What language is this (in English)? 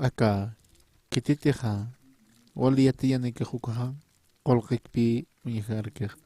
Aymara